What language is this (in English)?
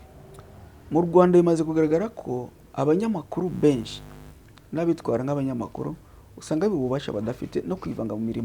Kinyarwanda